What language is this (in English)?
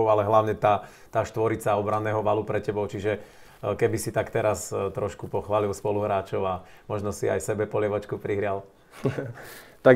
Slovak